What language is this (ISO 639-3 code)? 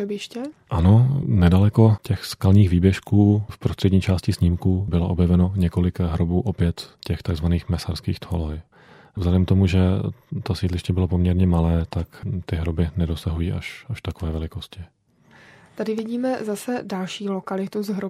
ces